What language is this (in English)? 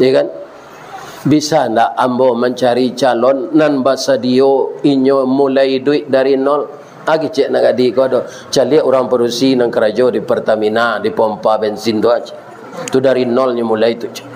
Minangkabau